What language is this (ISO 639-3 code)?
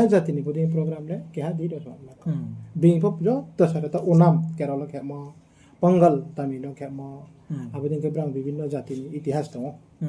ria